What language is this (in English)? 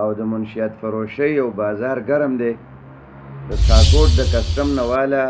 Pashto